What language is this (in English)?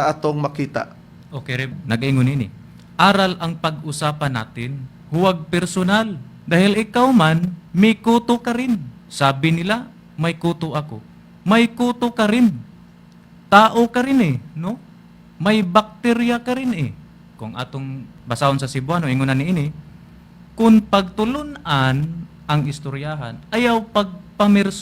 Cebuano